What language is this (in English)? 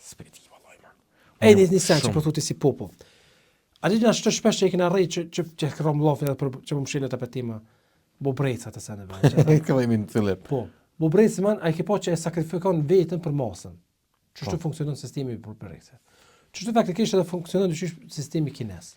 Albanian